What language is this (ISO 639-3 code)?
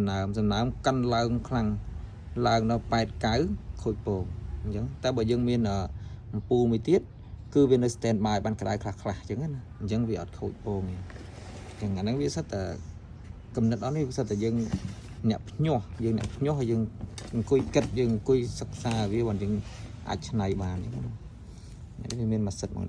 khm